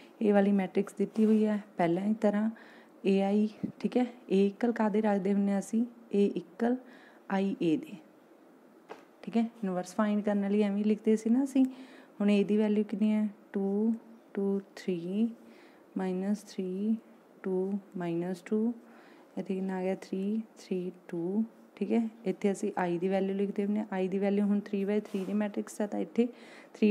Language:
Punjabi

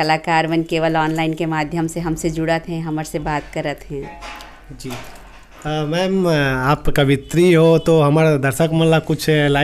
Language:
Chhattisgarhi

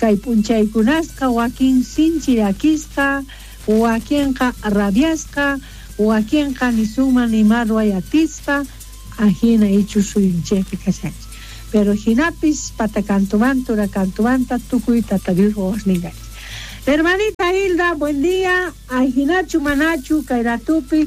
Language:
South Bolivian Quechua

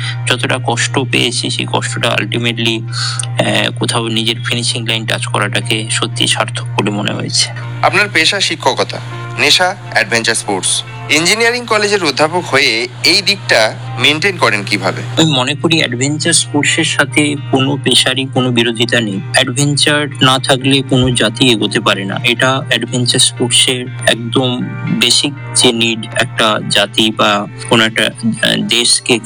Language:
Bangla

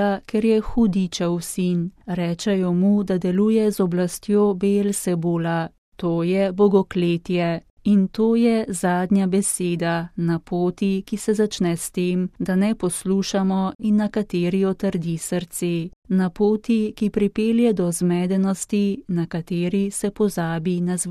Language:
Slovenian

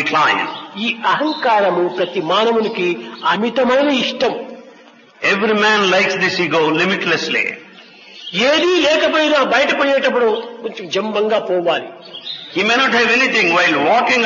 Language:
Telugu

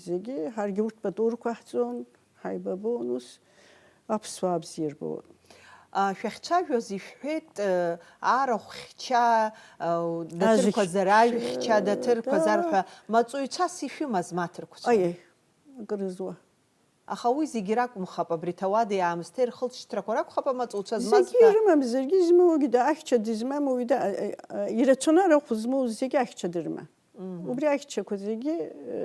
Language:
Abkhazian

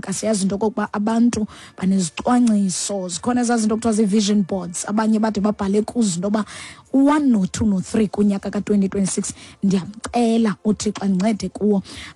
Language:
Xhosa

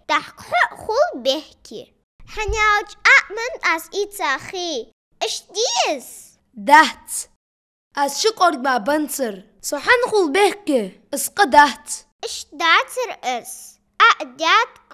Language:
Ingush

